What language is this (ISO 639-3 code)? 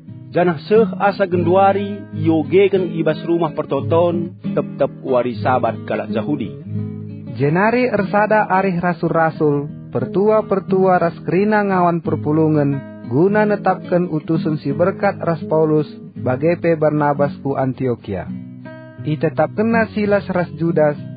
btx